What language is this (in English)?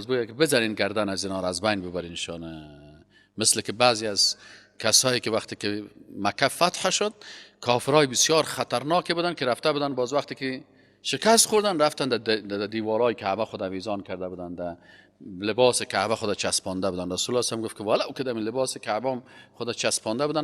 Persian